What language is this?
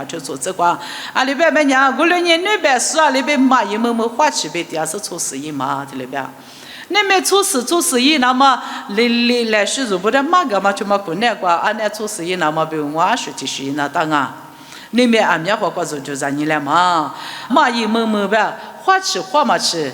Lisu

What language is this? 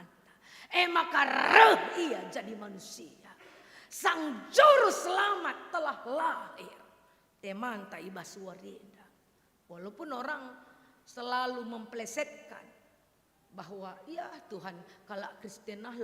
Batak Karo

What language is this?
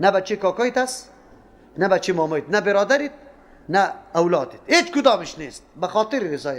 Persian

